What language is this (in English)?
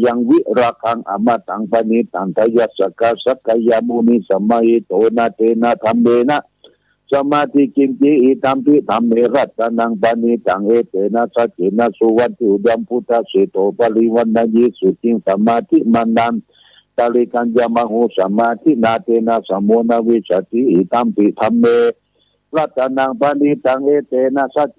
Pali